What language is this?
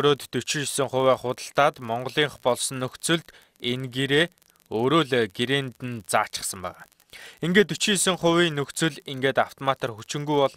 Mongolian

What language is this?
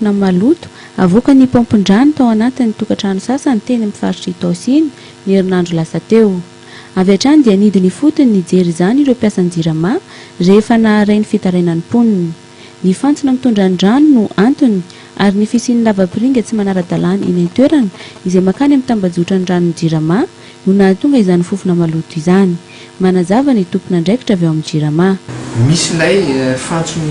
Malagasy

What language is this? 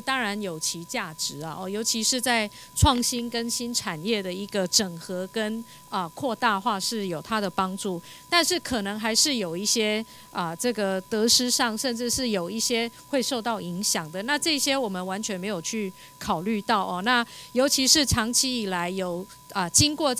Chinese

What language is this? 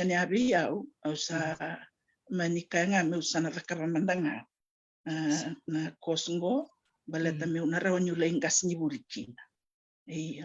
Fijian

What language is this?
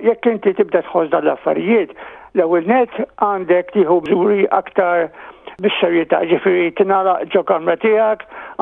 Maltese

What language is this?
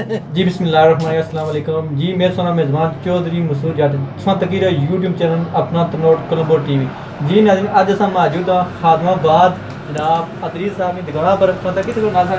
Pahari-Potwari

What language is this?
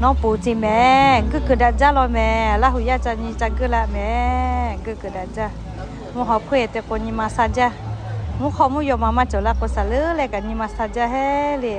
Lahu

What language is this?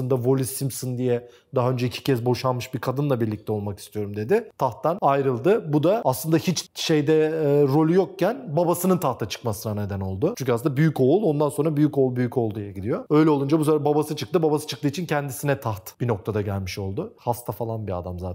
Turkish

